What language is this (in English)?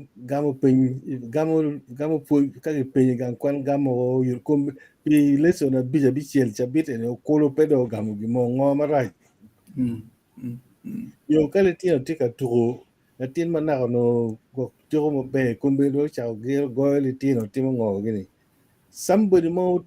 Acoli